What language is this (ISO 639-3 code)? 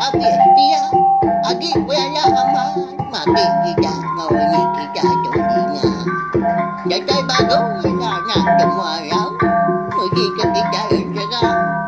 iba